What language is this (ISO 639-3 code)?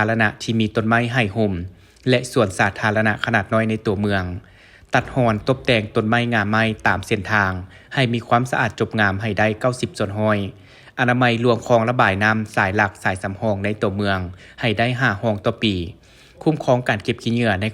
lao